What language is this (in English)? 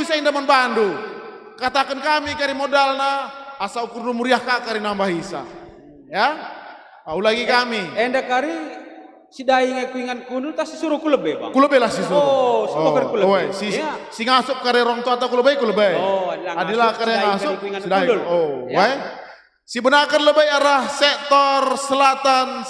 Batak Karo